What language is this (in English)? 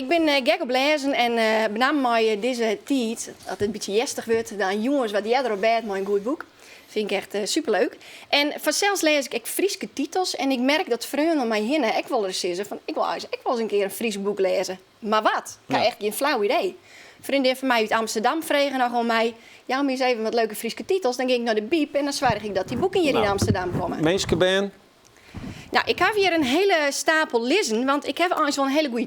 Western Frisian